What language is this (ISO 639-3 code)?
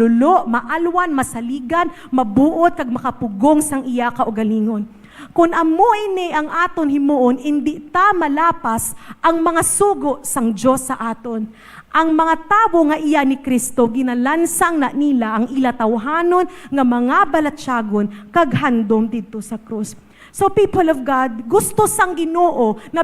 hil